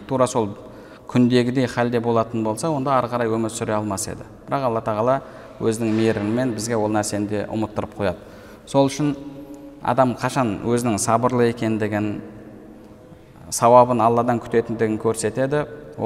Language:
Kazakh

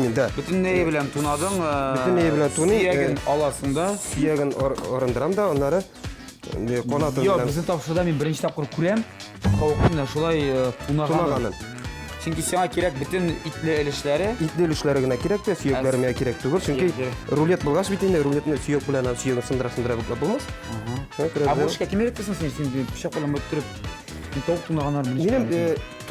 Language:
Tatar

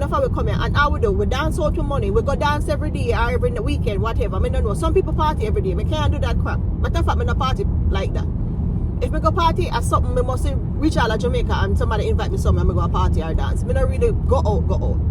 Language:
Jamaican Creole English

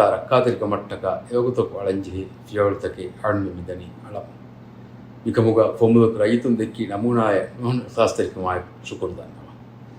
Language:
Divehi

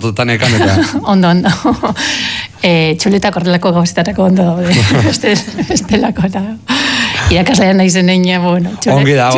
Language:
Basque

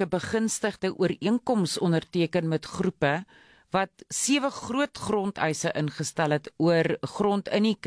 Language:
Afrikaans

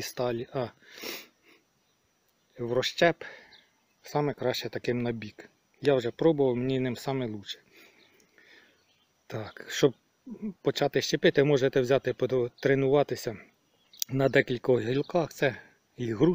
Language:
Ukrainian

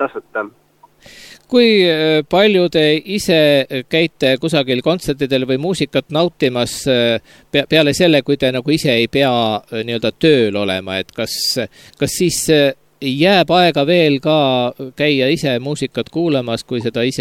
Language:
Estonian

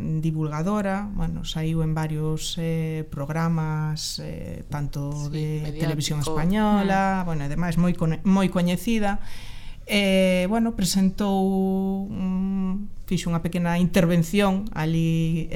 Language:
Galician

